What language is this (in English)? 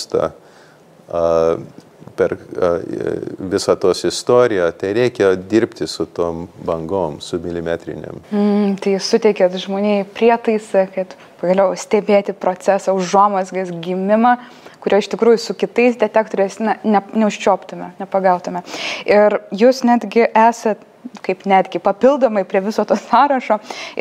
Lithuanian